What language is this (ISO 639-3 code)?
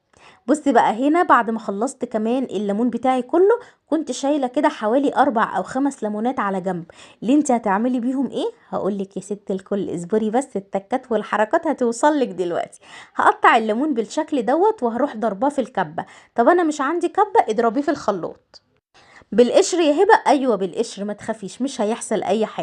arz